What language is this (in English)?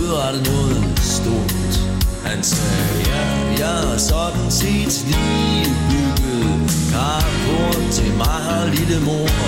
Danish